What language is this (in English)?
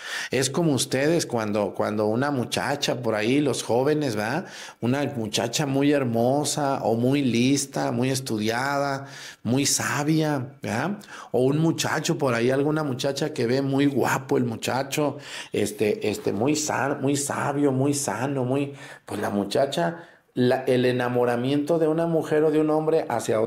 Spanish